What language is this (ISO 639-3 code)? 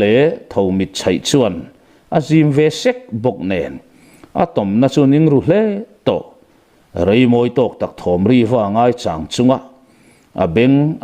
lus